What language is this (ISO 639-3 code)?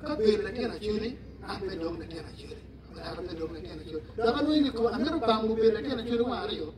ach